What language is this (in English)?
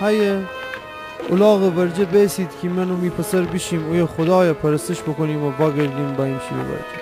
Gilaki